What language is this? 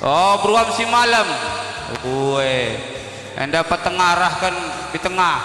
Batak Karo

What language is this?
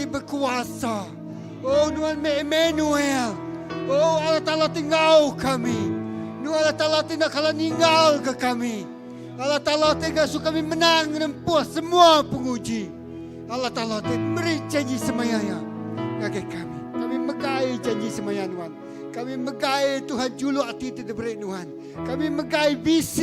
Iban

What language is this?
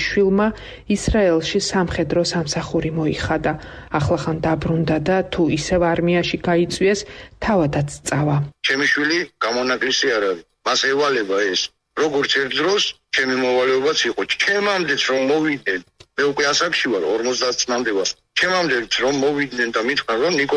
Georgian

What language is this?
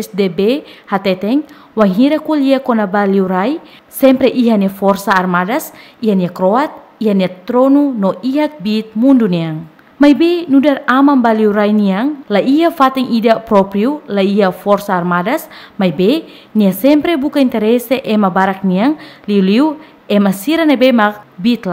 Tetum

